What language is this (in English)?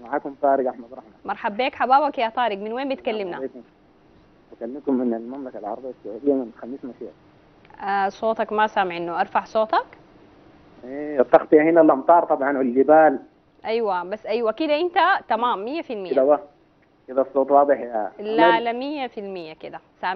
Sudanese Arabic